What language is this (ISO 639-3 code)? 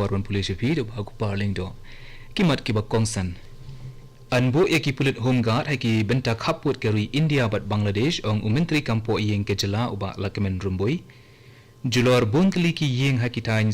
kha